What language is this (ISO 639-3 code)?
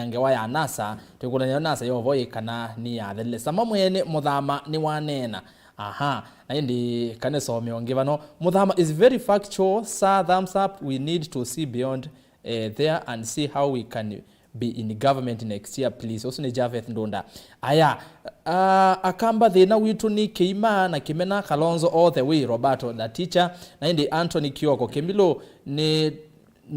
kam